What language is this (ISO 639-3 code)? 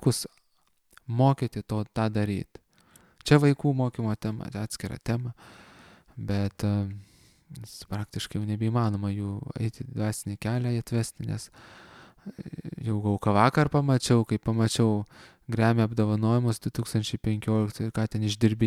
lit